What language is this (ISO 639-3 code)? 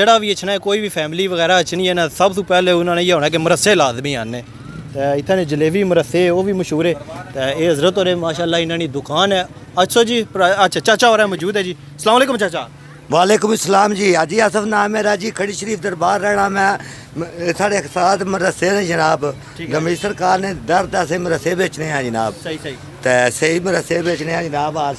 phr